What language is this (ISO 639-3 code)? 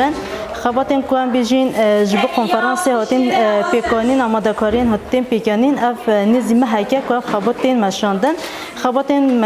kur